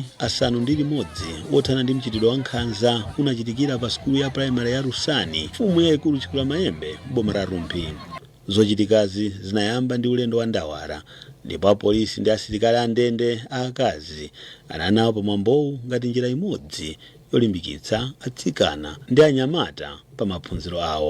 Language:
Nyanja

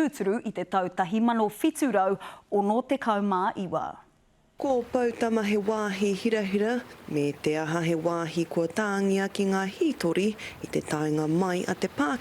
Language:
Māori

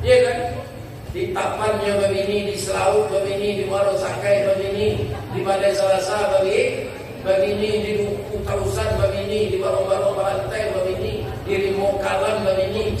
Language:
Minangkabau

